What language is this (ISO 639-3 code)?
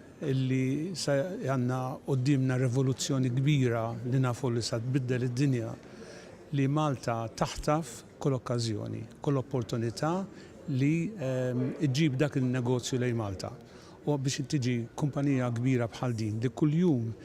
mlt